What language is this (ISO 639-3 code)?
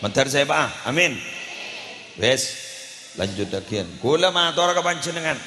mad